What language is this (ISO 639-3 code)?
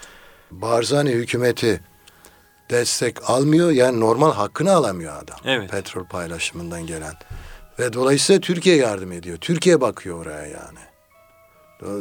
tur